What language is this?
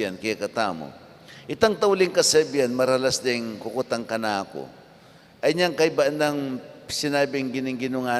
Pampanga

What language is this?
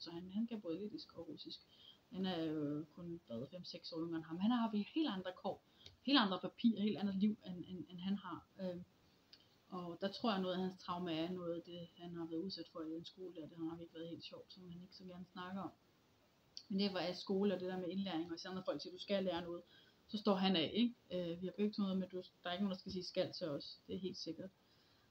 Danish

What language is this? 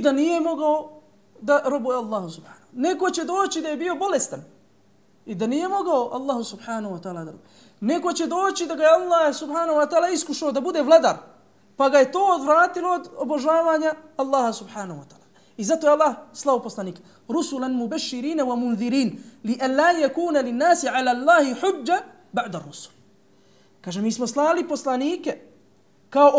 Bosnian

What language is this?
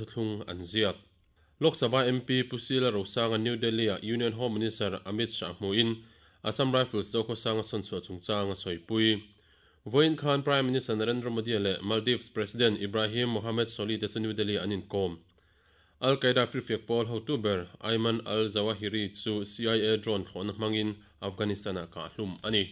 Mizo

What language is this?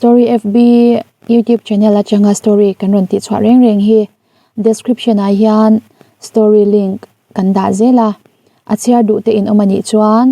Mizo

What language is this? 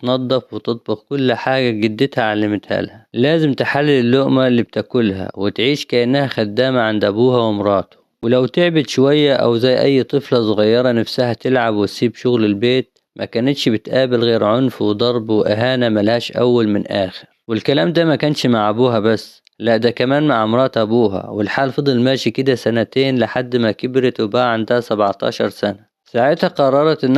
Egyptian Arabic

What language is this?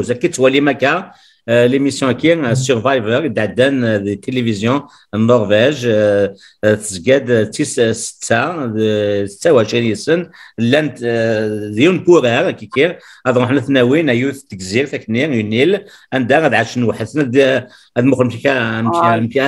Kabyle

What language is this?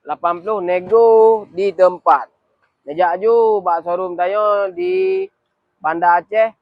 Achinese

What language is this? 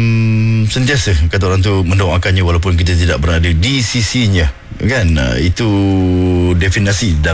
Malay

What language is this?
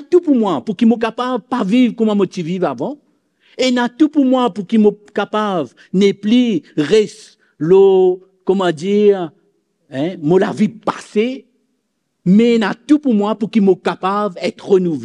Morisyen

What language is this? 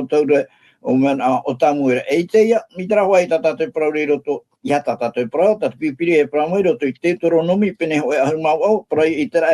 Tahitian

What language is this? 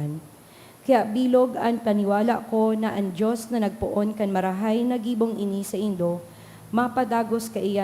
Bikol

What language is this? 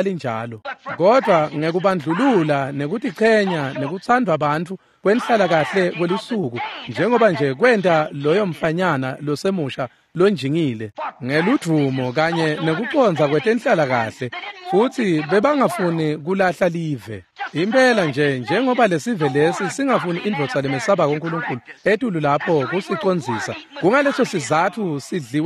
Swati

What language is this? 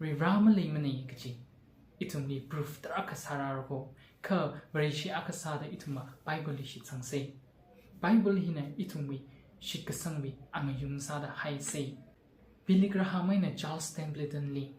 Tangkhul Naga (India)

